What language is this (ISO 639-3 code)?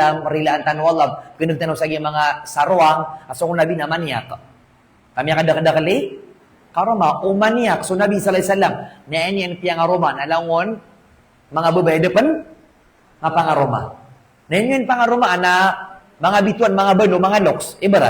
mrw